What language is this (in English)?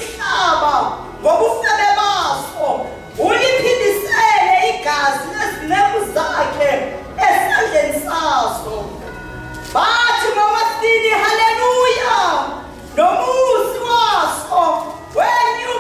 Zulu